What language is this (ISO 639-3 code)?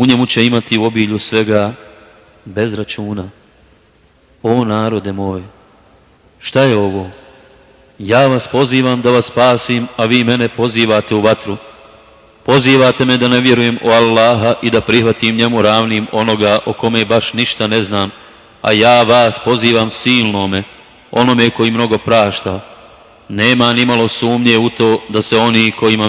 bos